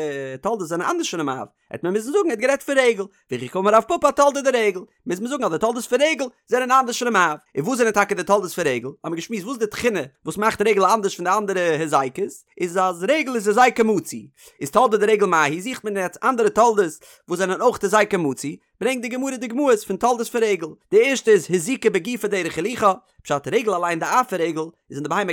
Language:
Yiddish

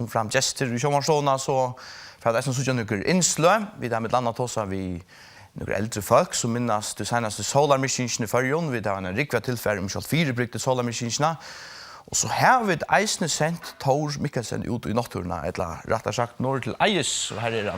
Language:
Faroese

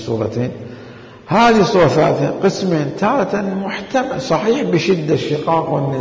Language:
Mesopotamian Arabic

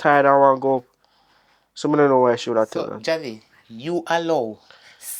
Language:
Jamaican Creole English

